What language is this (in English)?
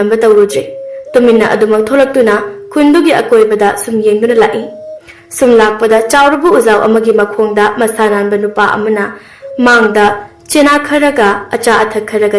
Manipuri